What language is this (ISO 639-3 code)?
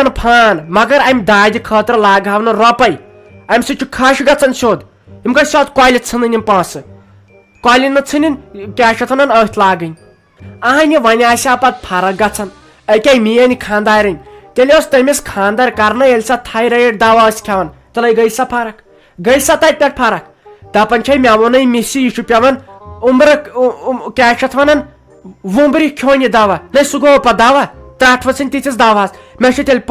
kas